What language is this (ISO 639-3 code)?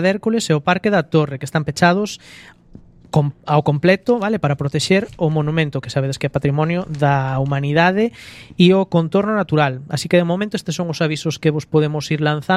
glg